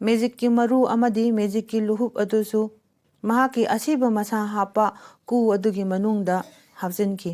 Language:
Manipuri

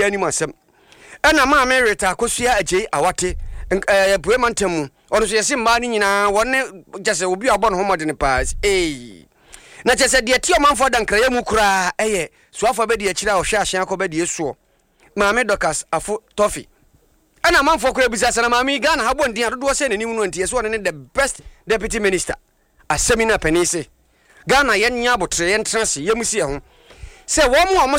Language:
Akan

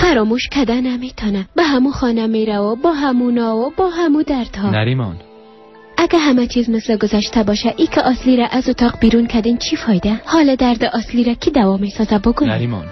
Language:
Persian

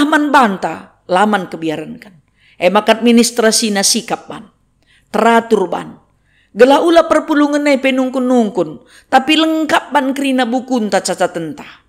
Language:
Batak Karo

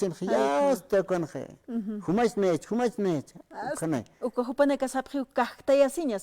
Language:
Aymara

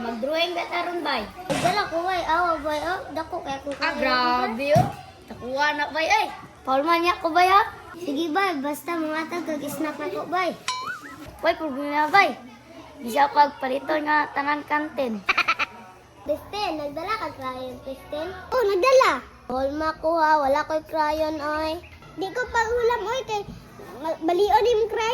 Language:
Cebuano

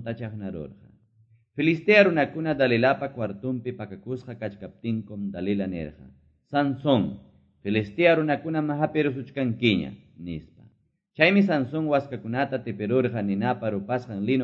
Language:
Quechua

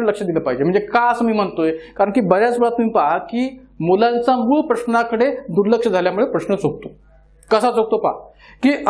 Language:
Marathi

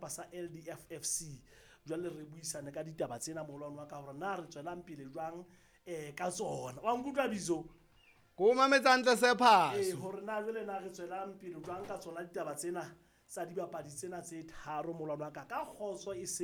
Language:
Southern Sotho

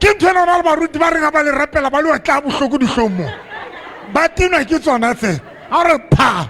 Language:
Southern Sotho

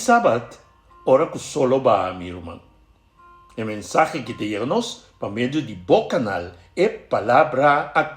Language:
Papiamento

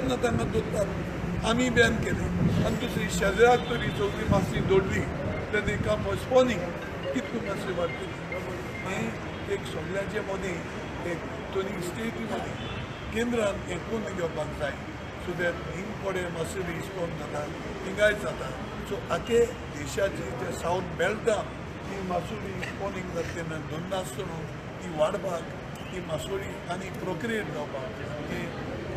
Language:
Konkani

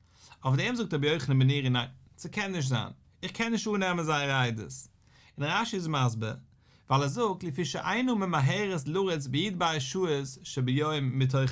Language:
Yiddish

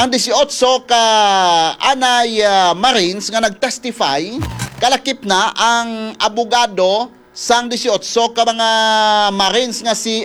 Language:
Hiligaynon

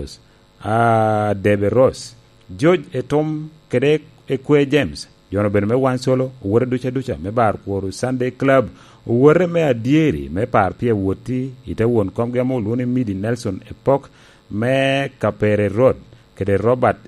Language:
Lango (Uganda)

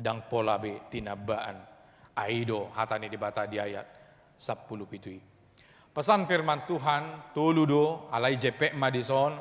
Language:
Batak Toba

